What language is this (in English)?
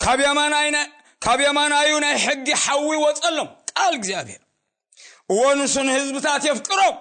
Tigrinya